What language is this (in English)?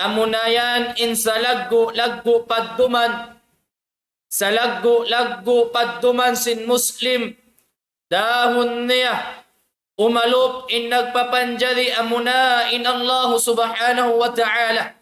Tausug